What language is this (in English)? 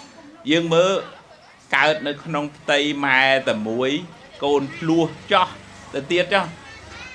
Khmer